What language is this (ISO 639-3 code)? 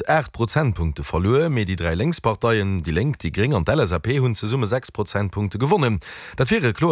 ltz